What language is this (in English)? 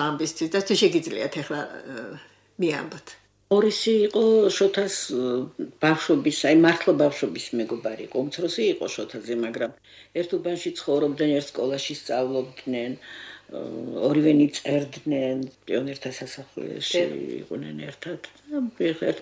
Georgian